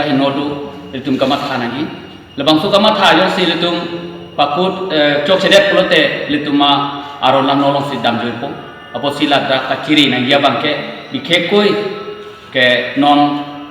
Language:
Karbi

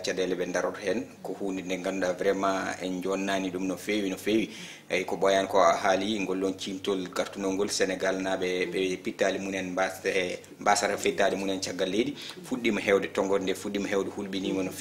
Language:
Fula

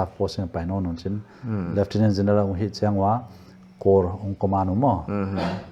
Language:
Paite Chin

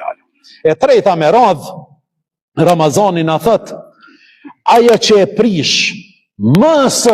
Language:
Albanian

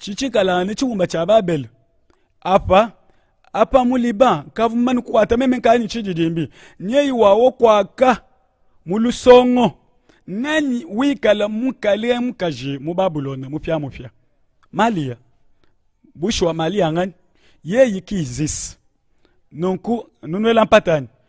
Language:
Luba-Lulua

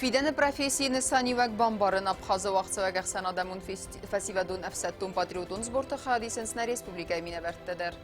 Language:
Ossetic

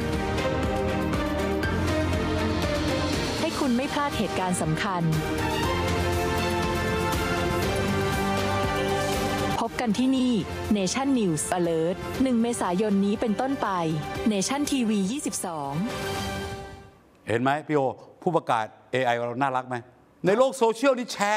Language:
Thai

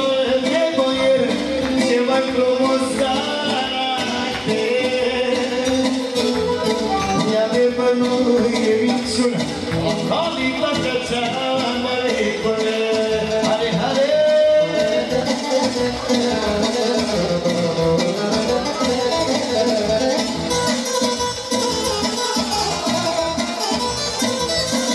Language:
Romanian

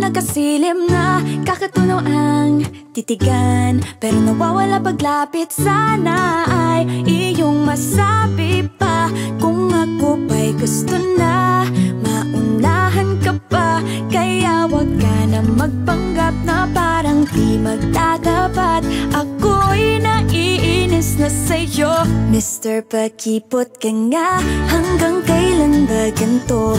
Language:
Filipino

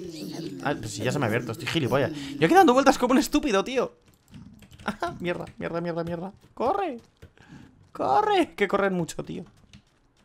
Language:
Spanish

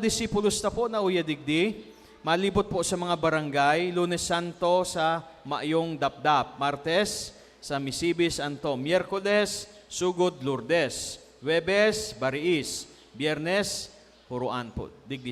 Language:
Bikol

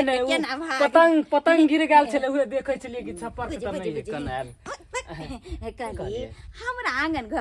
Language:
Maithili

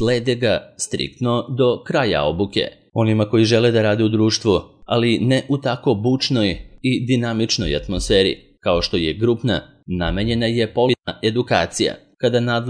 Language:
Serbian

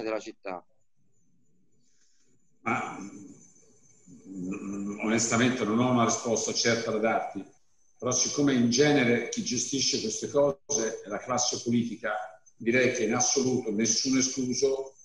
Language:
Italian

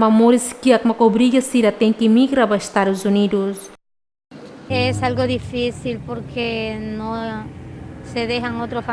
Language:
Tetum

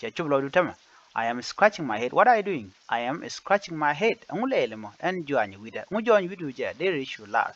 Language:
Nuer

